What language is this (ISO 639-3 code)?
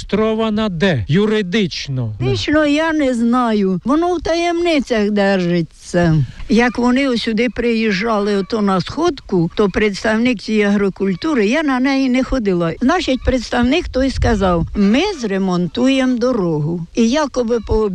ukr